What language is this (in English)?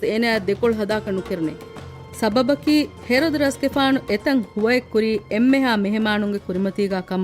Divehi